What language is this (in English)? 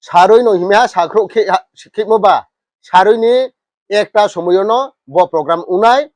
Riang (India)